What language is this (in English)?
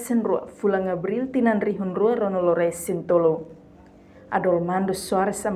Tetum